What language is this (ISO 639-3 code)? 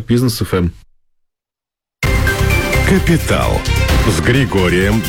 rus